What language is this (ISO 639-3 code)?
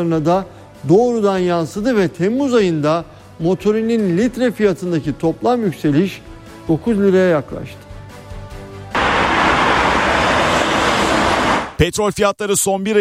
tur